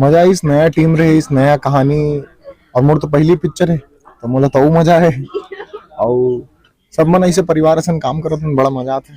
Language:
Chhattisgarhi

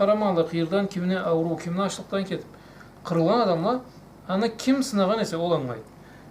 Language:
Karachay-Balkar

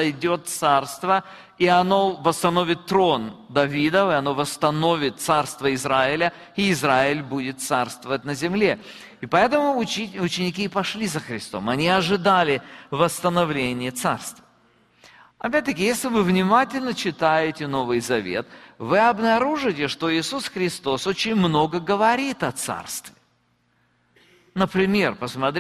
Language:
Russian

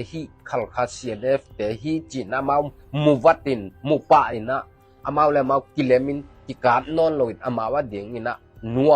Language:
Tedim Chin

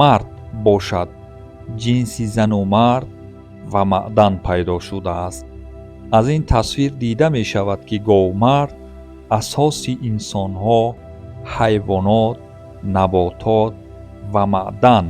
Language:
Tajik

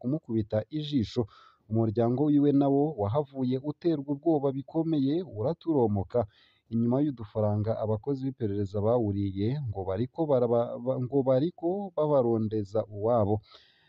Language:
Rundi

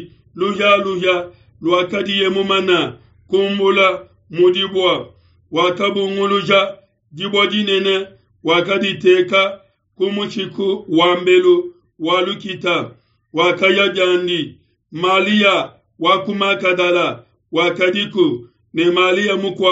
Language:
Luba-Lulua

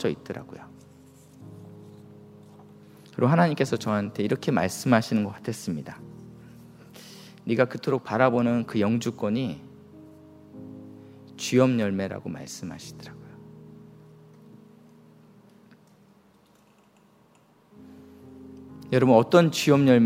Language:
Korean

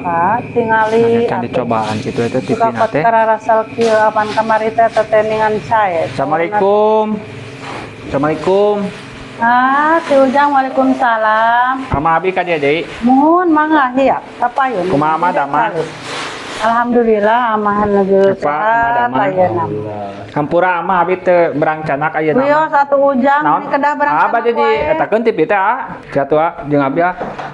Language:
Sundanese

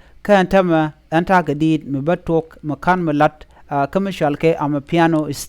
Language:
Nuer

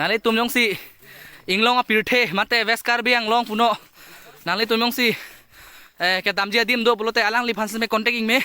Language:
Karbi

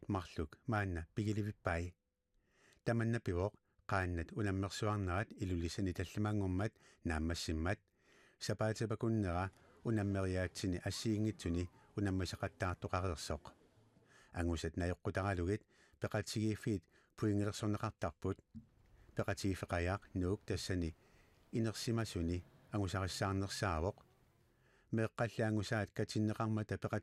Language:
Kalaallisut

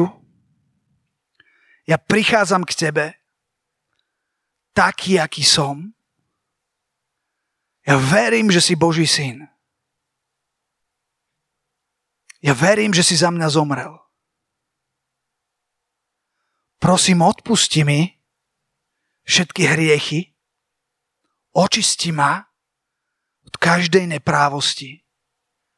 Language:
Slovak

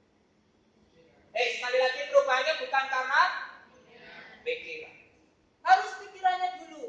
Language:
Indonesian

